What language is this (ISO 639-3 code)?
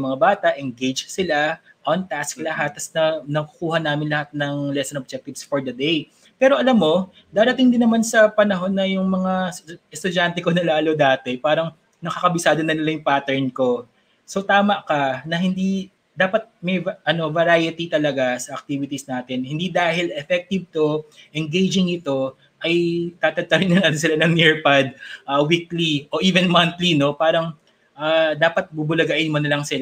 fil